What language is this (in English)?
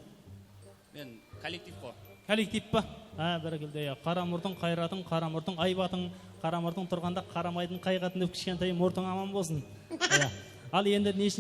Kara-Kalpak